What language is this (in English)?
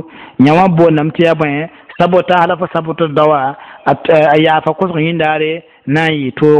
Mossi